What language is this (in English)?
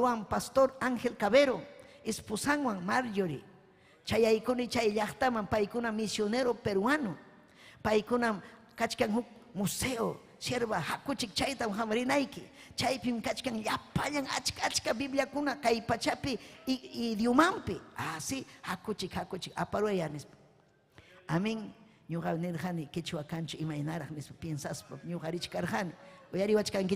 Ayacucho Quechua